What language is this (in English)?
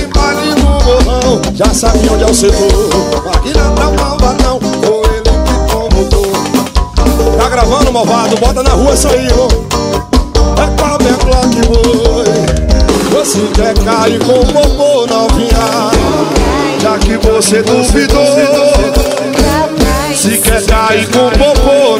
Portuguese